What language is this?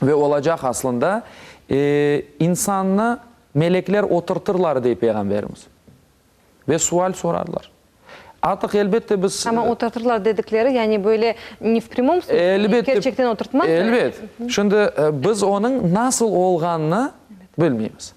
Crimean Tatar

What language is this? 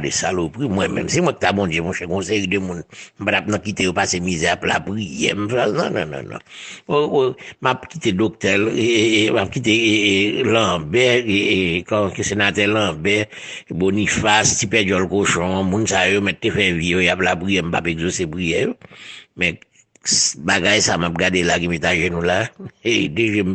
Haitian Creole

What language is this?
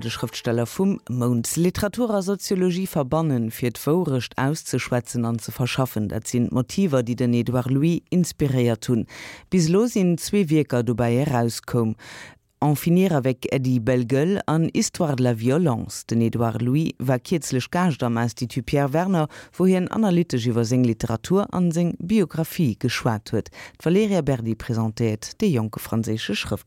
Luxembourgish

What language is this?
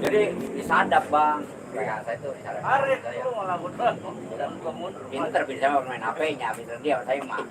Betawi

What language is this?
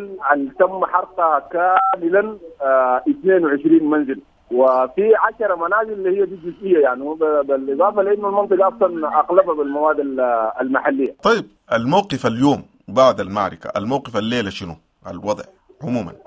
Sudanese Arabic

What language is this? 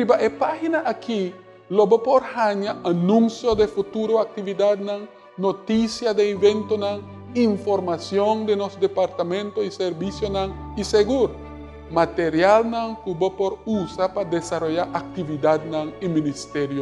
Papiamento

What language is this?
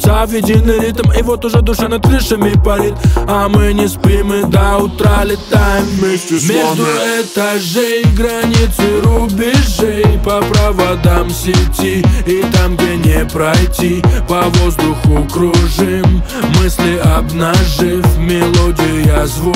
Russian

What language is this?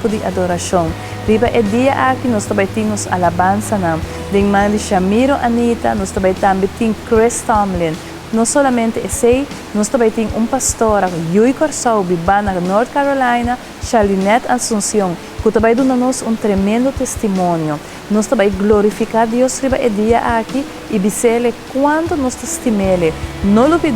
Papiamento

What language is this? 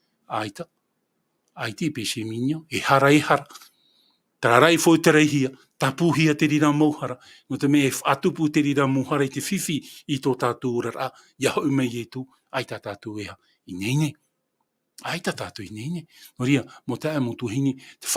Tahitian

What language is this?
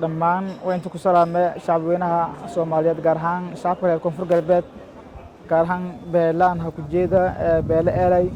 Somali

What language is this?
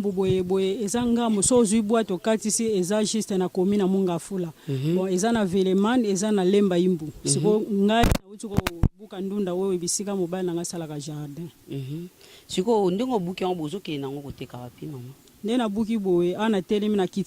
Lingala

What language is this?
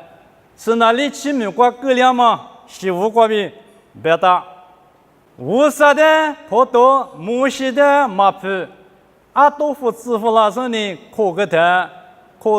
Lisu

